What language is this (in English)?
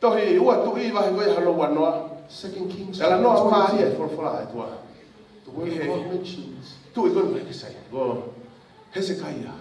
Tongan